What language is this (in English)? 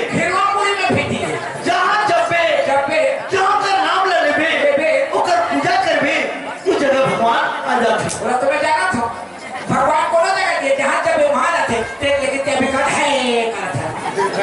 Chhattisgarhi